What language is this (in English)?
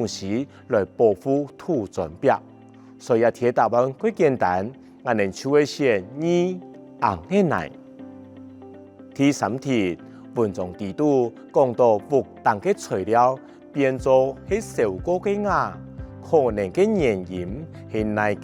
Hakka Chinese